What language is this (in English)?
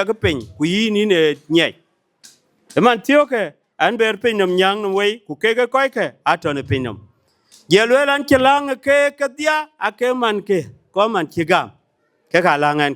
Dinka